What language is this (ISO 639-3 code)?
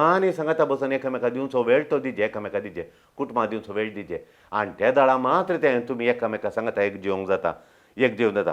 kok